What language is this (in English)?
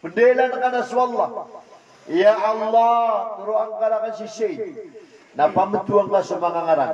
Maranao